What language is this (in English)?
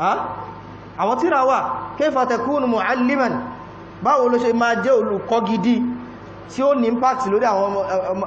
Yoruba